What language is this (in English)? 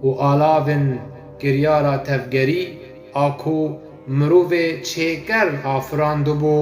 Kurdish